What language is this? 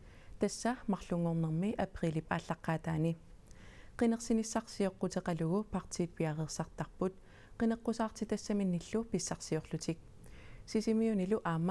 Kalaallisut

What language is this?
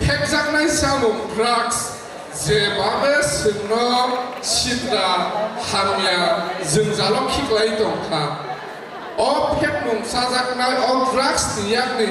Kok Borok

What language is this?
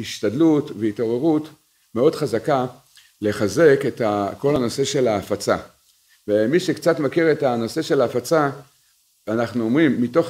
Hebrew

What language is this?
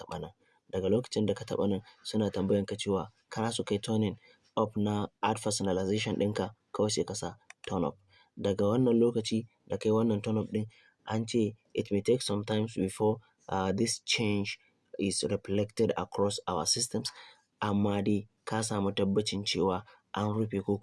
Hausa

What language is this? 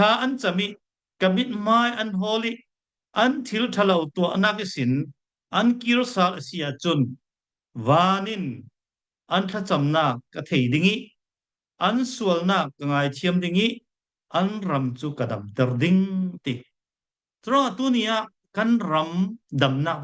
Falam Chin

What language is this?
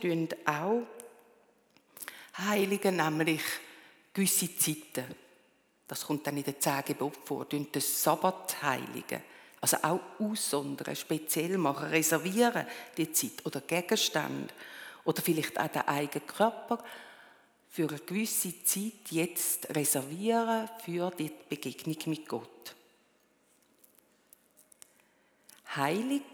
German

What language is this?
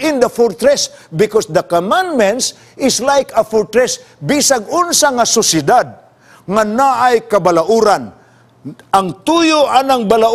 Cebuano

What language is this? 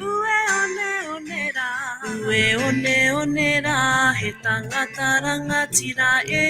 Māori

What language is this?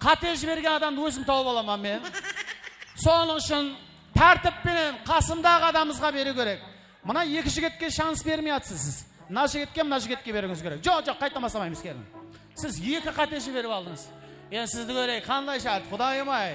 Kara-Kalpak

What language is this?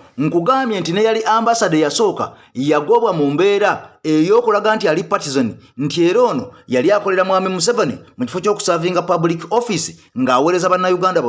Ganda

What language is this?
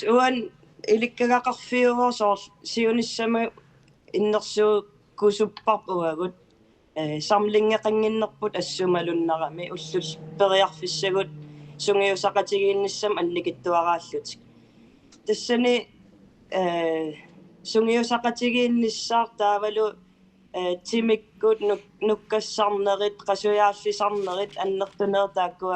Kalaallisut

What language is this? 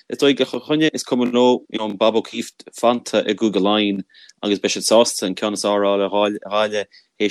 Irish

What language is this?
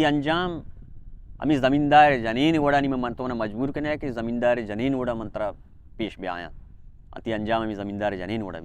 Baluchi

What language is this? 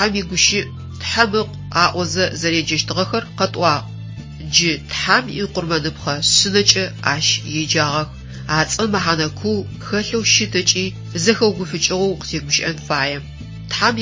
Adyghe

